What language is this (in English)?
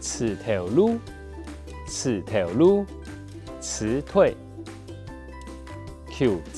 Hakka Chinese